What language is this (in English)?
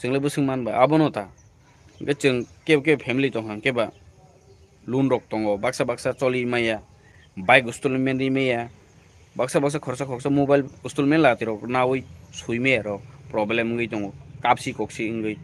Kok Borok